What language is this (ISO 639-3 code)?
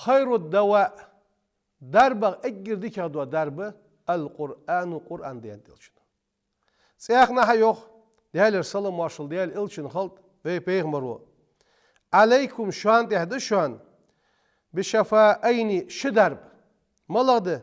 inh